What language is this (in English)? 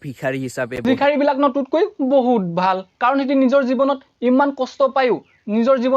Assamese